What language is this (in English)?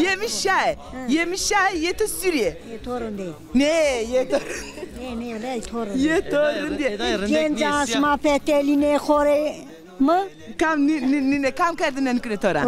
Zaza